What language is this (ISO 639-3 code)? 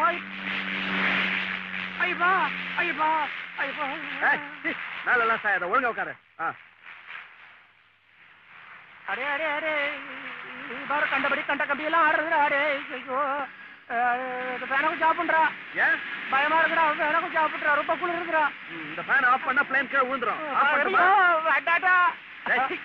tam